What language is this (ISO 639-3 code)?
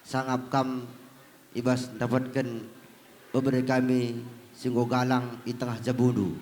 btx